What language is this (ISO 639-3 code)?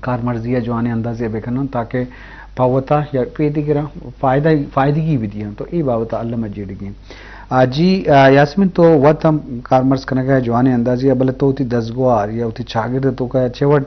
bgp